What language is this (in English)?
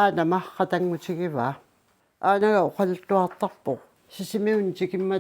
Kalaallisut